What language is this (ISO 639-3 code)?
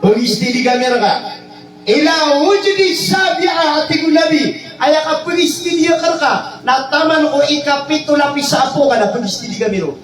mrw